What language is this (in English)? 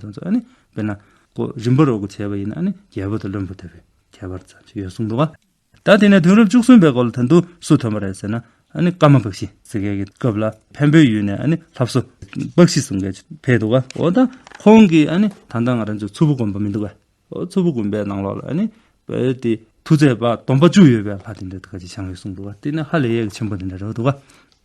Tibetan